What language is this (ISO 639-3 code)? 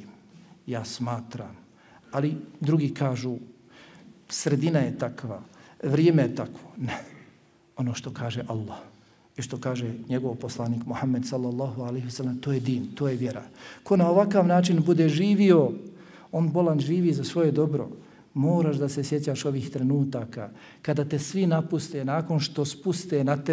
bos